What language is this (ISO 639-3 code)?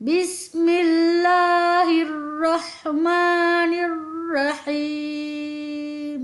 div